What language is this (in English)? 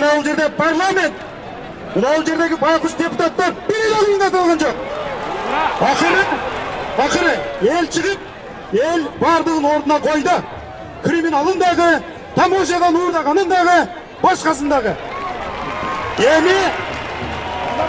Kyrgyz